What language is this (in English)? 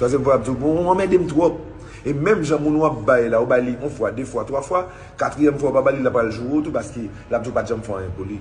Haitian Creole